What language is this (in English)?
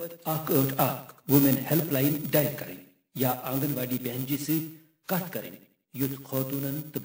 Kashmiri